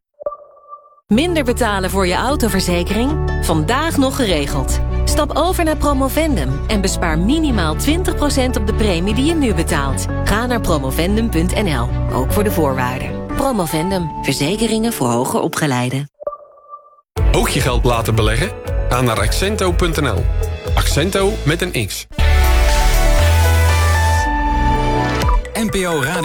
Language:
Dutch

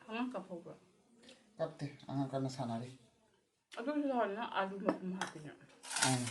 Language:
Manipuri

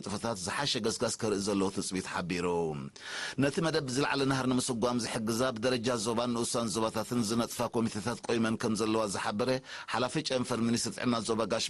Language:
Tigrinya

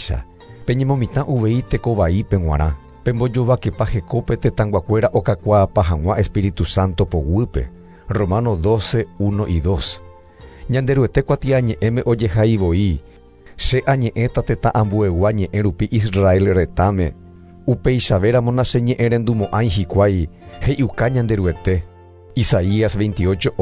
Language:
Guarani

